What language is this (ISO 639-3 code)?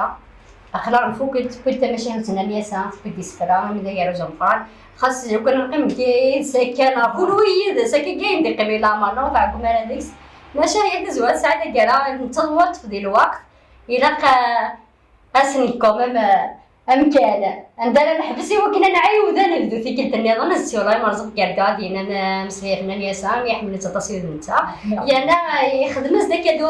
kab